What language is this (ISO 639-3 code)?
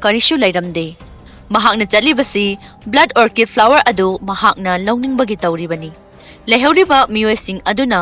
mni